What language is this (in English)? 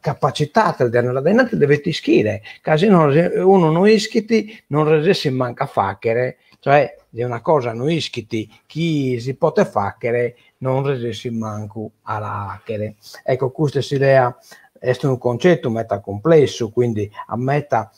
Sardinian